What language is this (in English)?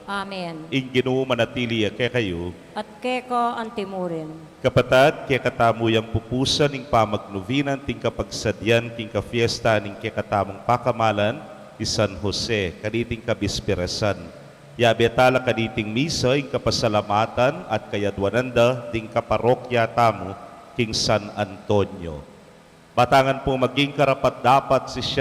Pampanga